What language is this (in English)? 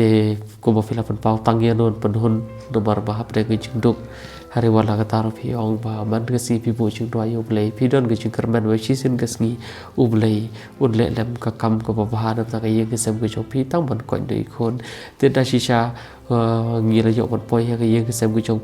Khasi